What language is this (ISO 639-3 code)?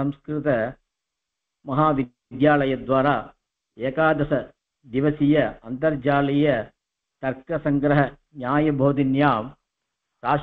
san